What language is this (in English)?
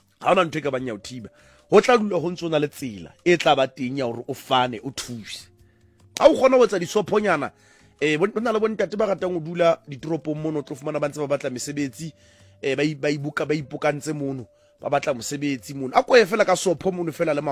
Southern Sotho